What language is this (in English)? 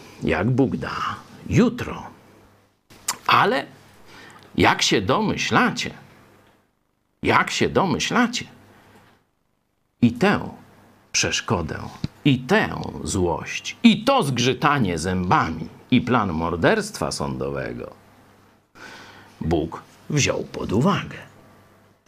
Polish